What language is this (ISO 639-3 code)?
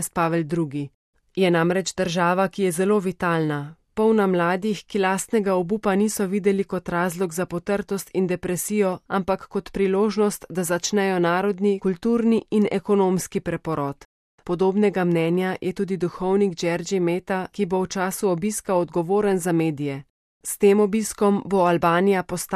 slv